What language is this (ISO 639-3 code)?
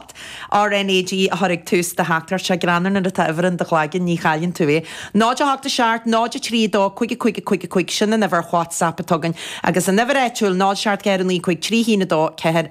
gle